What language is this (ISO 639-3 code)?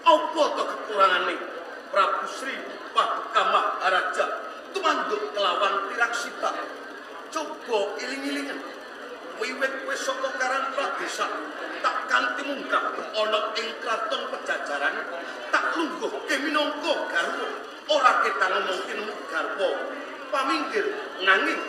jav